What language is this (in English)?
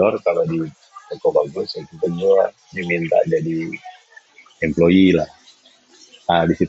Indonesian